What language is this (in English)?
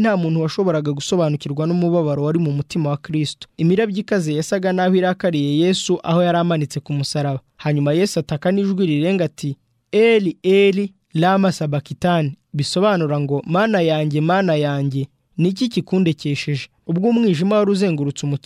Kinyarwanda